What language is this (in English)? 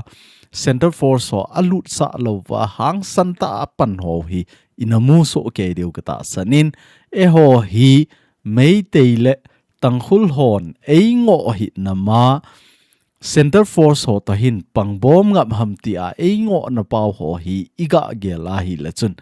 Thado Chin